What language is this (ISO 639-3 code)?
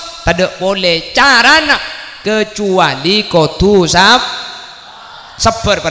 mad